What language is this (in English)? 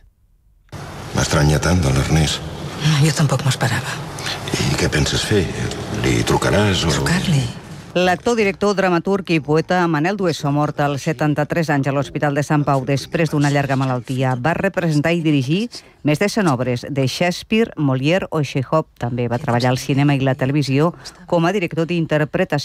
Catalan